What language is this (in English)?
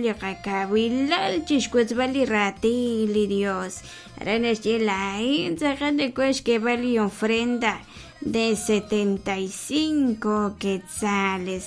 Kekchí